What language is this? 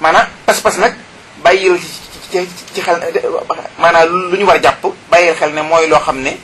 Wolof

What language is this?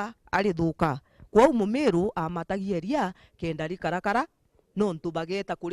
Meru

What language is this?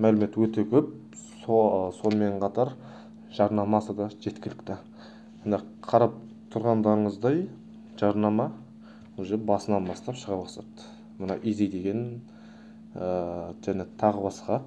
Kazakh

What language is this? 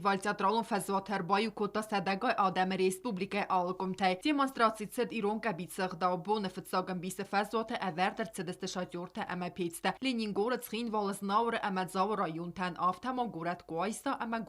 Ossetic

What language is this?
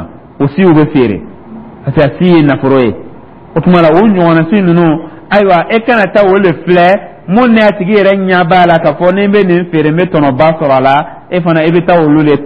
Dyula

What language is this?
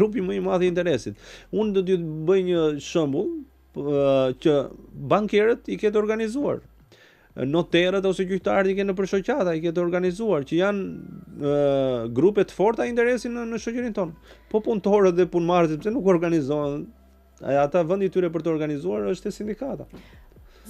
Albanian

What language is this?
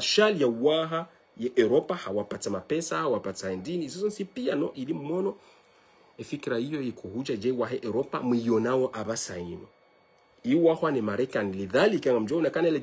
Ngazidja Comorian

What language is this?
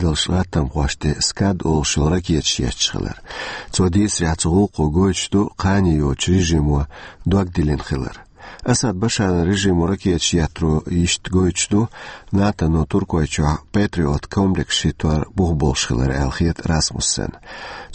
Chechen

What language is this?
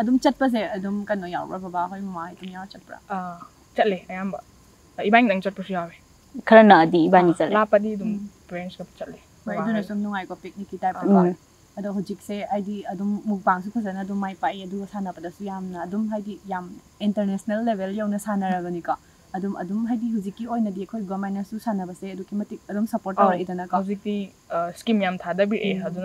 Manipuri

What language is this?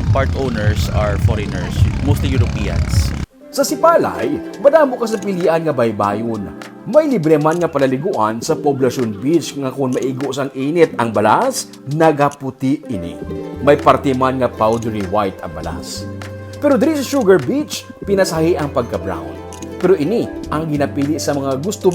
Hiligaynon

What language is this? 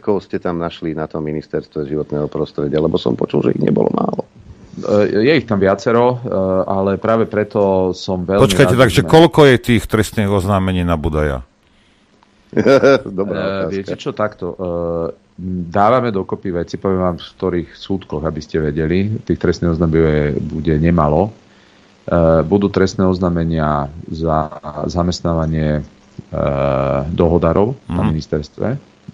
Slovak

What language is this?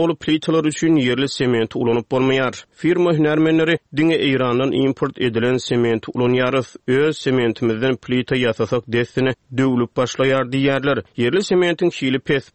Turkmen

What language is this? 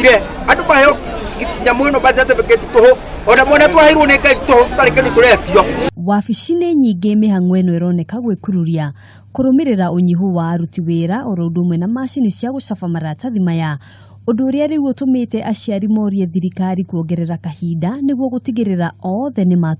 Kikuyu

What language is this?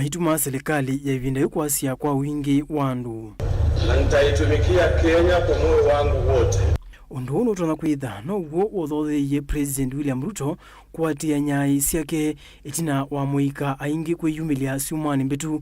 Kamba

